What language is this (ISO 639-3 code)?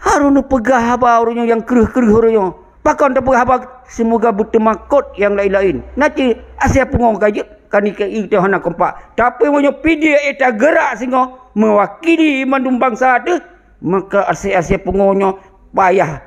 ace